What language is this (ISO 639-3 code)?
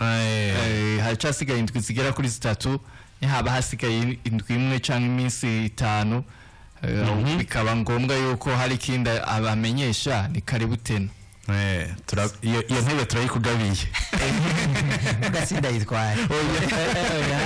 run